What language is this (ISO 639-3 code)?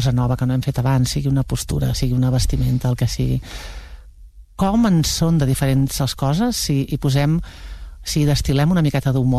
cat